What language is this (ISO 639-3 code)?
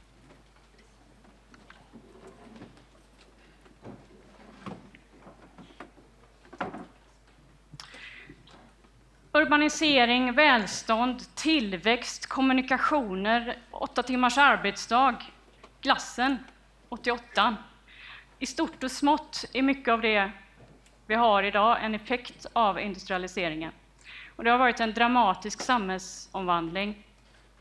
swe